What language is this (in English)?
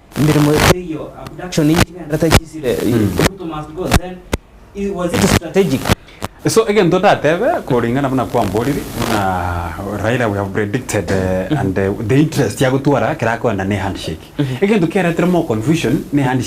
Gusii